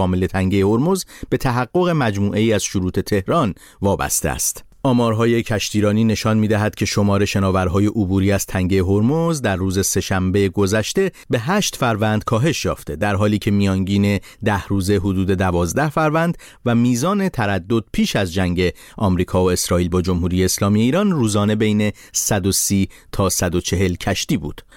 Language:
Persian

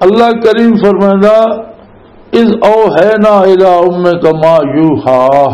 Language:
Western Panjabi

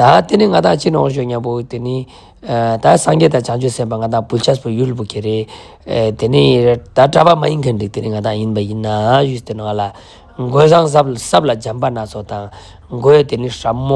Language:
Ladakhi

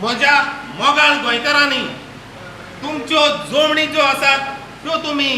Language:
Konkani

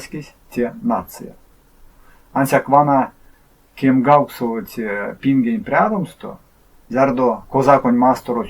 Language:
Erzya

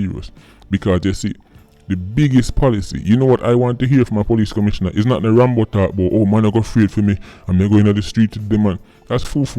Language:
Jamaican Creole English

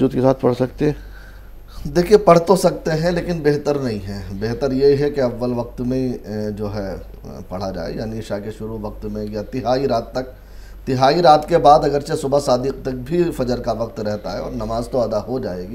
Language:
Urdu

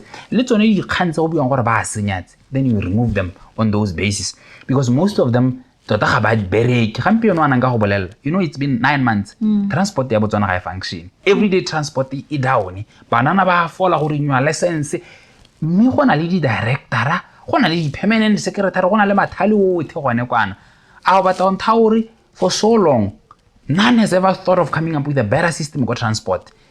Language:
Tswana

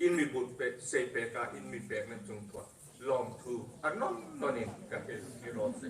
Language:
Hmar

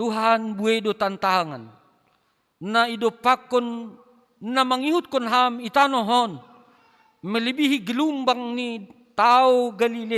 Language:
Batak Simalungun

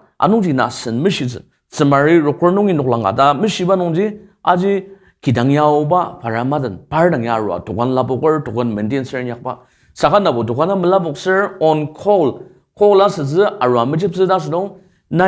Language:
Ao Naga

